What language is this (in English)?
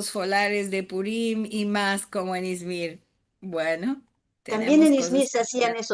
Ladino